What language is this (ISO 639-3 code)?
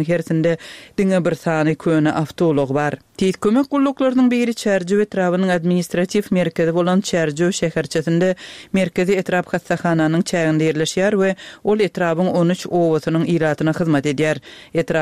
tuk